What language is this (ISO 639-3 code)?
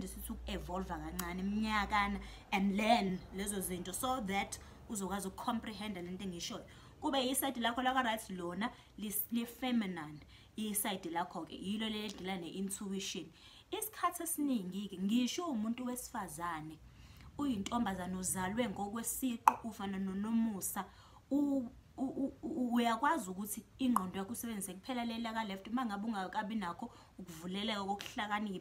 zul